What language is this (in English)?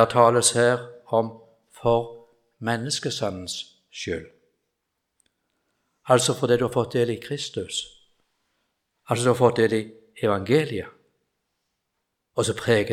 Norwegian